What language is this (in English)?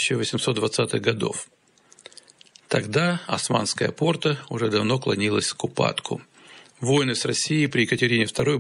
Russian